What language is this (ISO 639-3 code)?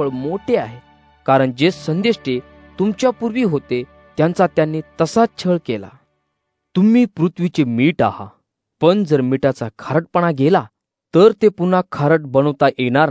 mar